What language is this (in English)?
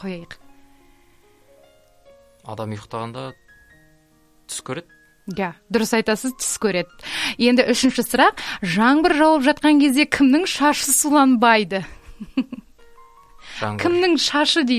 Kazakh